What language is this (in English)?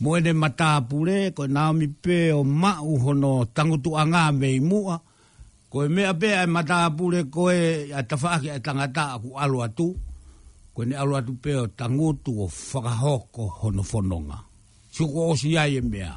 Tongan